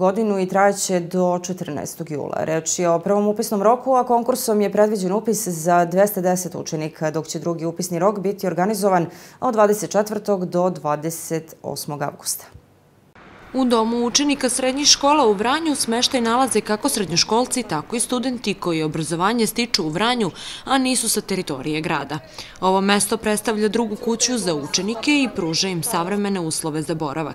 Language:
Serbian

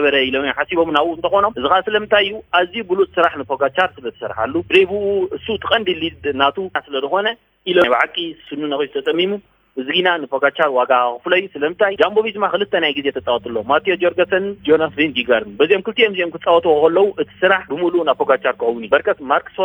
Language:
Tigrinya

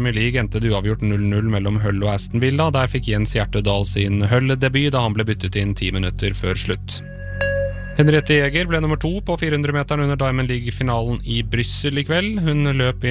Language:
Norwegian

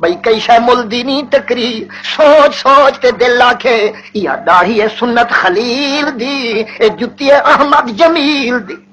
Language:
Saraiki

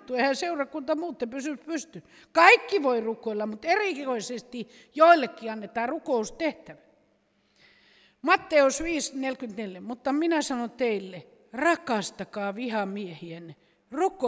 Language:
Finnish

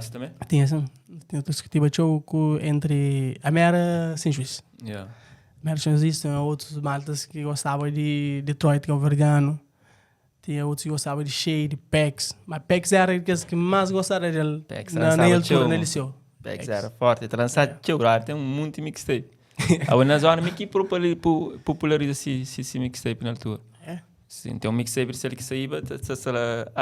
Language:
Kabuverdianu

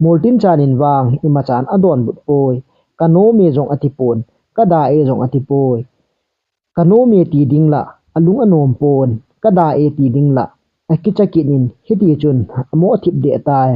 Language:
Thado Chin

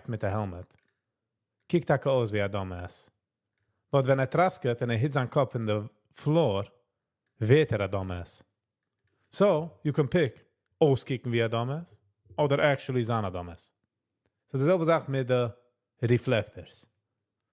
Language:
Yiddish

